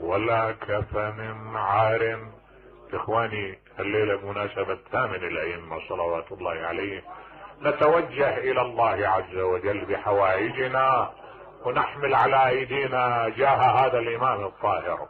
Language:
Mesopotamian Arabic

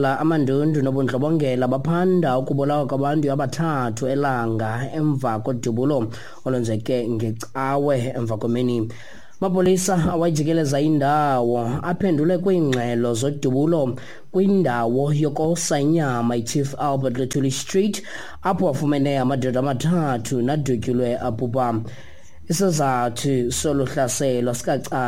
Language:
Xhosa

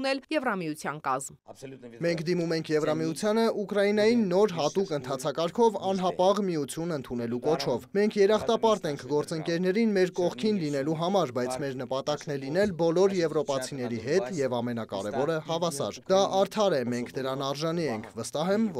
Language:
Armenian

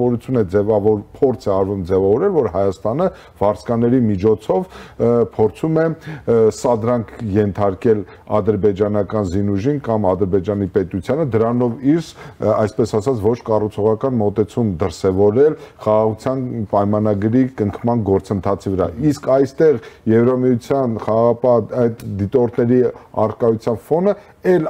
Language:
Armenian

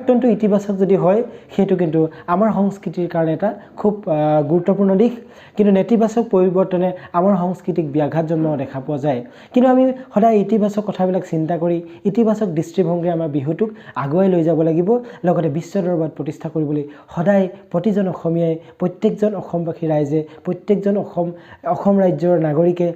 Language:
Assamese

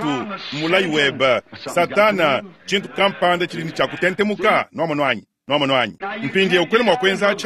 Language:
Luba-Lulua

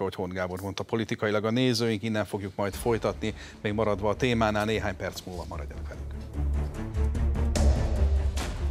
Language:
Hungarian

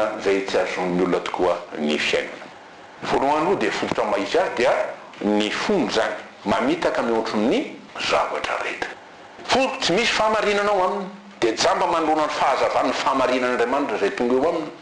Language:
Malagasy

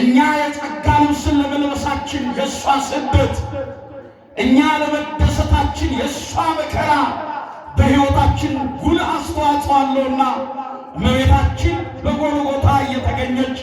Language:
Amharic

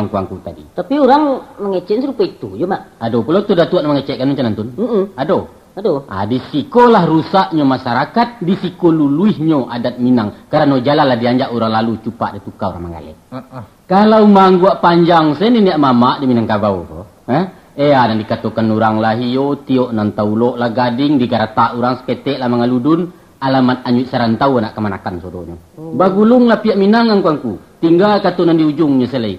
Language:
Minangkabau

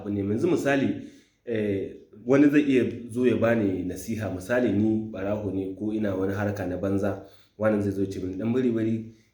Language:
Hausa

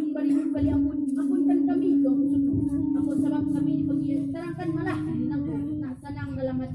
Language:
Minangkabau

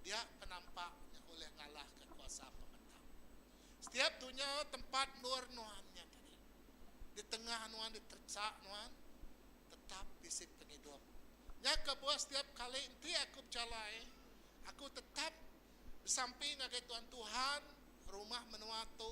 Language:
Iban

